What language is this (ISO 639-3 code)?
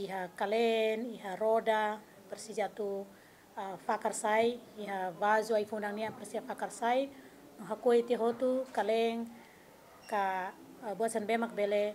tet